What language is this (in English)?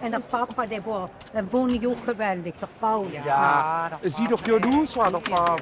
Limburgish